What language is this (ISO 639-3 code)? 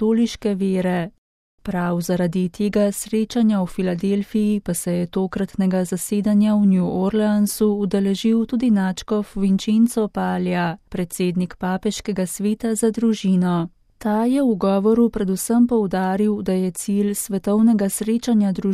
slv